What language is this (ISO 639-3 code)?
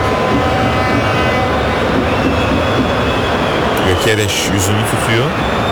tur